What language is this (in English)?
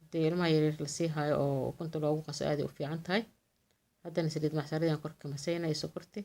Somali